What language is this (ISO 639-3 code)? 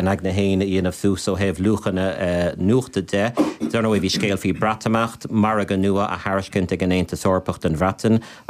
gle